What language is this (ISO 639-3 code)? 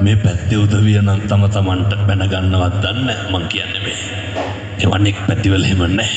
sin